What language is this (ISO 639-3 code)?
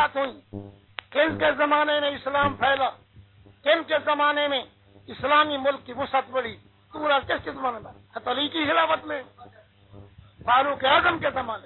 urd